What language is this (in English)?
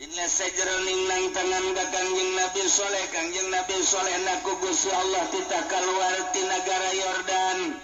Sundanese